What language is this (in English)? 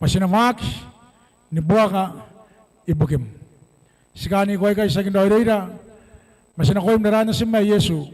Gilbertese